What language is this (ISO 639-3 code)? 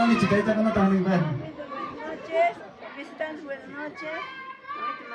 quy